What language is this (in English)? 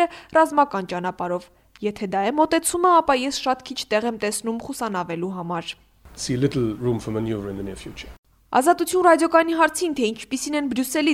Armenian